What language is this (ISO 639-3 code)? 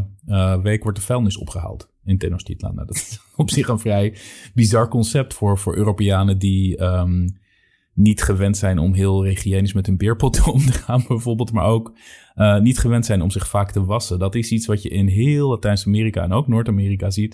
nld